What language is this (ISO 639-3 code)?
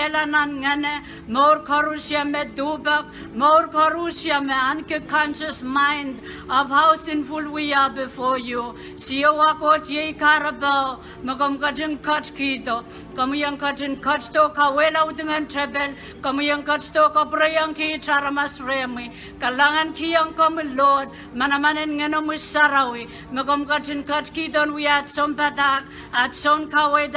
pon